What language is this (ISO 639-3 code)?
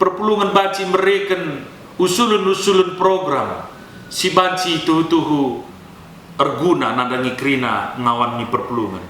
btx